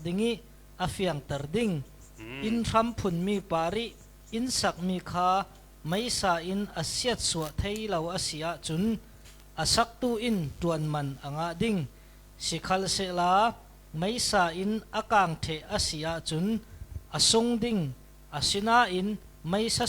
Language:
Falam Chin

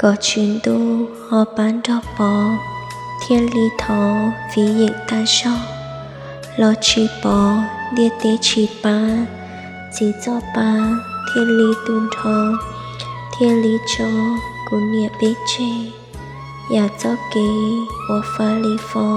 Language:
Hmong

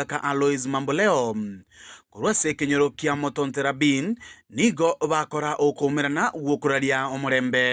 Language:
Gusii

